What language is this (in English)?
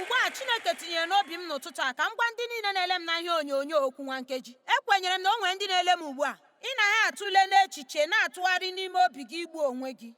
Igbo